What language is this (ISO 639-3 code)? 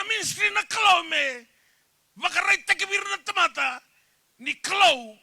fij